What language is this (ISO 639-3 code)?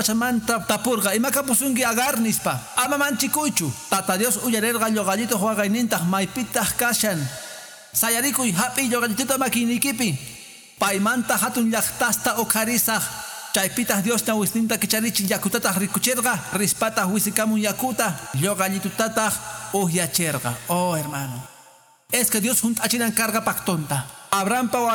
que